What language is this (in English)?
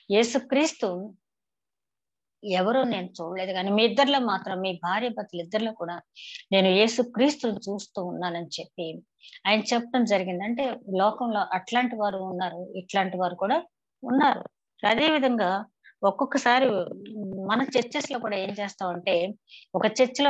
Telugu